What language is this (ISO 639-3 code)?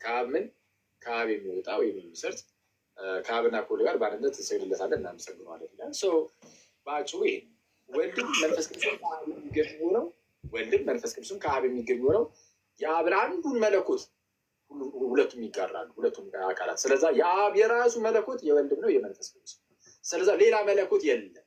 amh